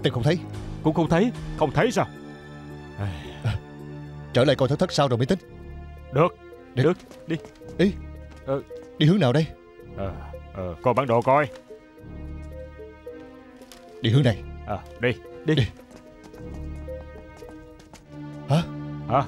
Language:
Vietnamese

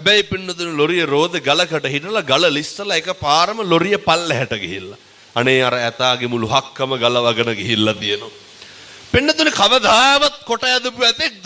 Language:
Sinhala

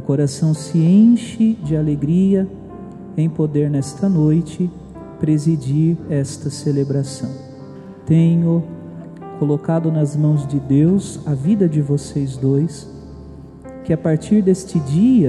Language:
Portuguese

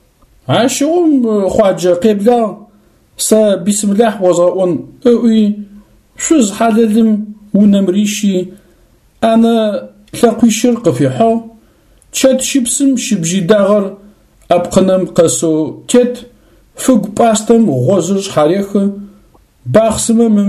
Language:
Adyghe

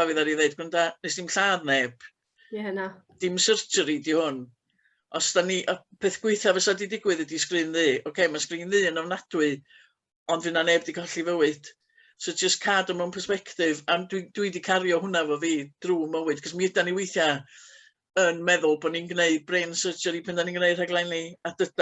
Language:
Welsh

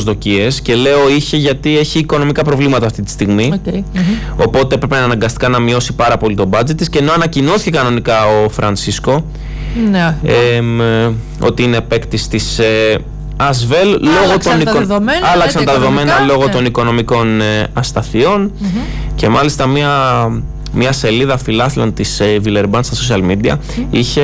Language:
Greek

